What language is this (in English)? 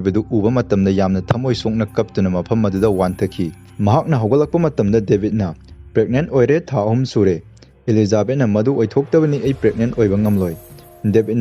Manipuri